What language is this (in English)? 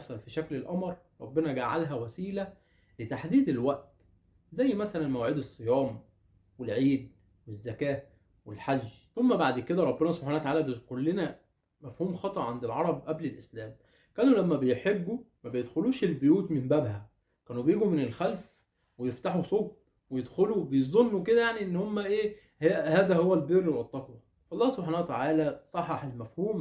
Egyptian Arabic